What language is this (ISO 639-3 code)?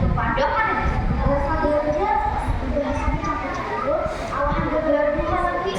bjn